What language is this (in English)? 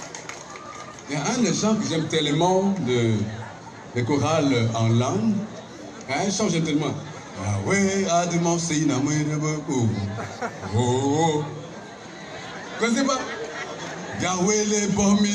French